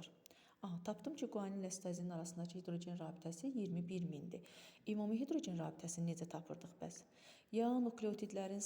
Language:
Azerbaijani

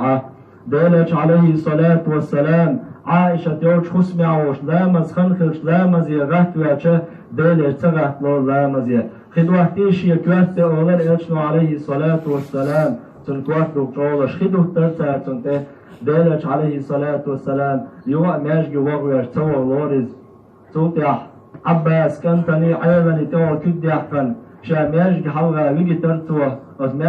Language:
Chechen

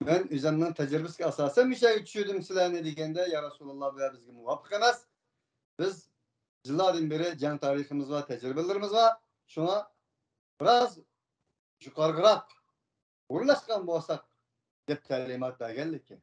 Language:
Uyghur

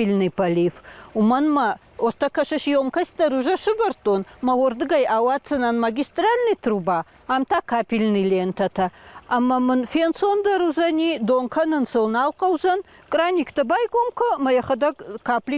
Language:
Ossetic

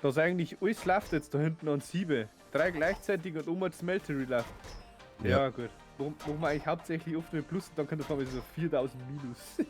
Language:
Bavarian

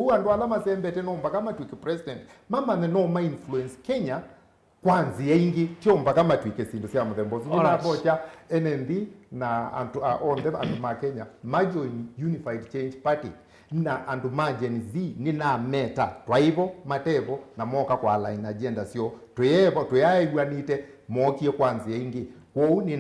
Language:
Kamba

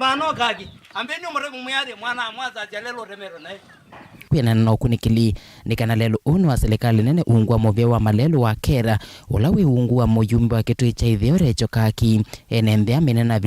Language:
Kamba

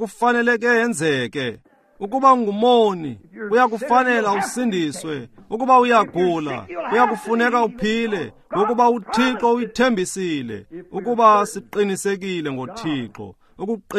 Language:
Xhosa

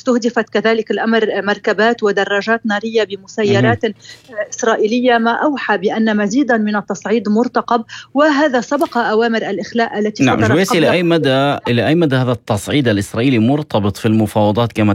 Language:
Arabic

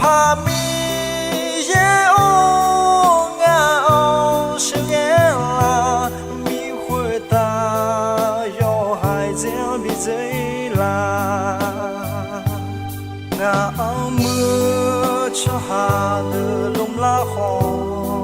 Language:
Akha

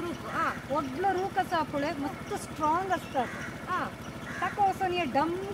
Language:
Konkani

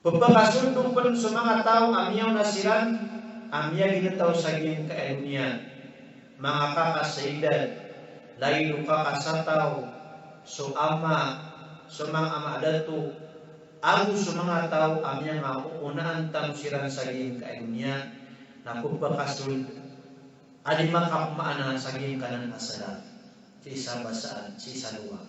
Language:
Maranao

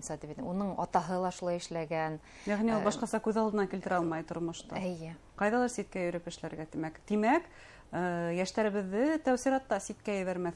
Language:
Bashkir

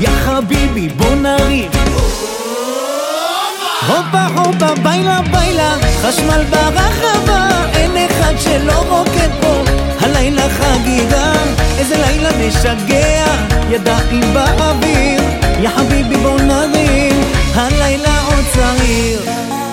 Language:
Hebrew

